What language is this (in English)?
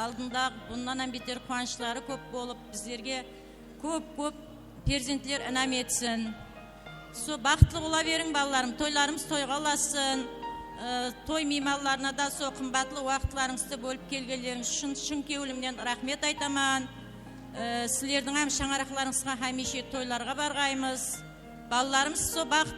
Kara-Kalpak